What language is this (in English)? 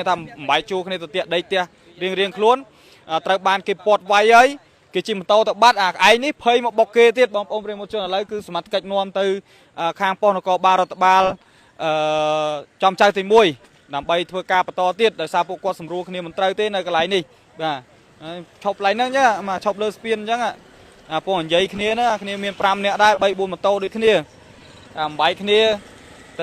Khmer